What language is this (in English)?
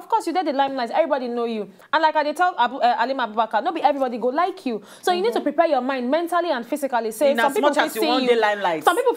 Nigerian Pidgin